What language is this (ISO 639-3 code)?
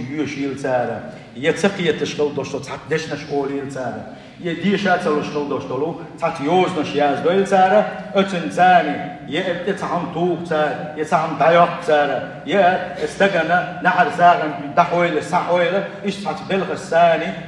che